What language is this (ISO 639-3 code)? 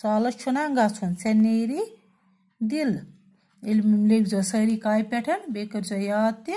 kas